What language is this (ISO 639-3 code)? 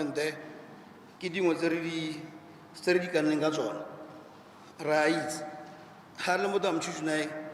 tsn